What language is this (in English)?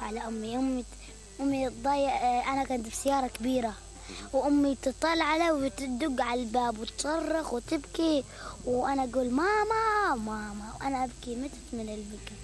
Mesopotamian Arabic